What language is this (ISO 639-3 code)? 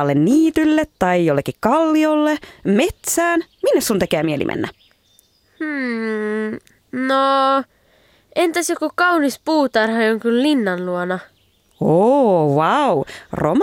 fin